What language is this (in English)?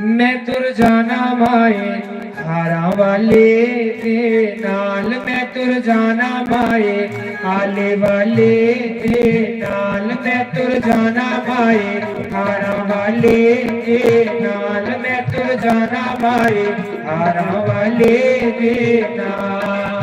Dogri